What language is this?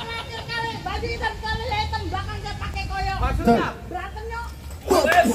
Betawi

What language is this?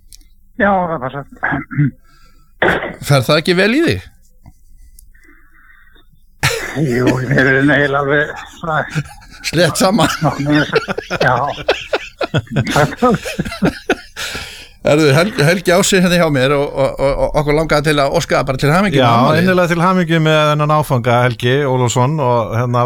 Icelandic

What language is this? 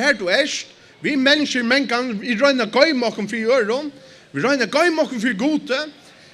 Faroese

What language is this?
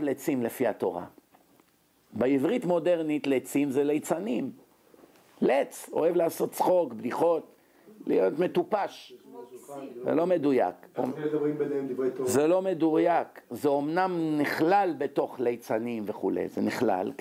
Hebrew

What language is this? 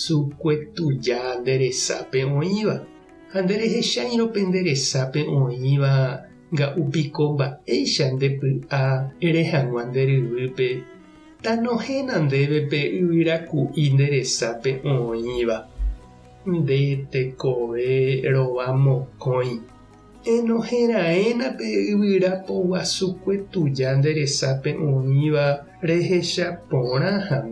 Guarani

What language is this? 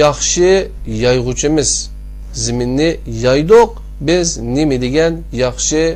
Uyghur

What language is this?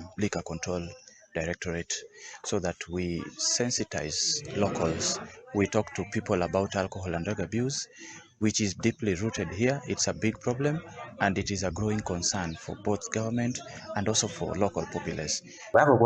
Gusii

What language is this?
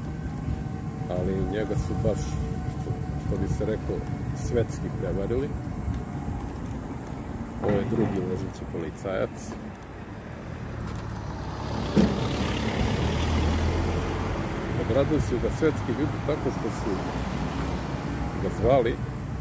Serbian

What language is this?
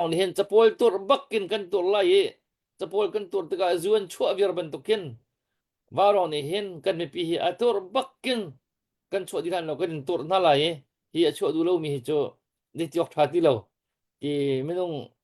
Hakha Chin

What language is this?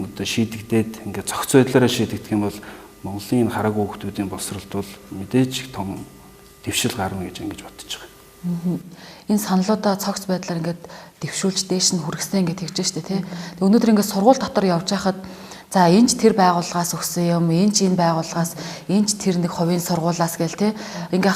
Mongolian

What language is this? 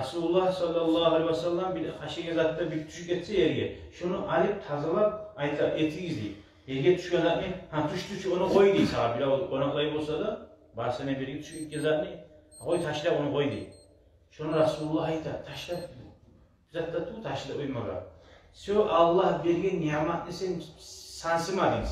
Kumyk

